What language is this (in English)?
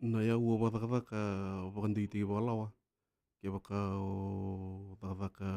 Fijian